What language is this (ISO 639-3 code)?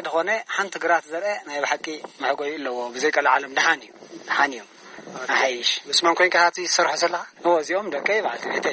tir